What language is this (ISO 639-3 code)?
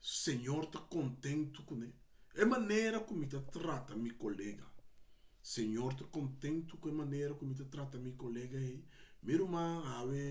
pap